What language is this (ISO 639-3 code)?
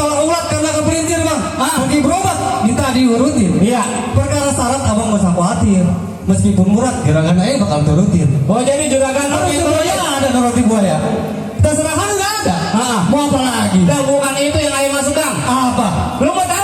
bew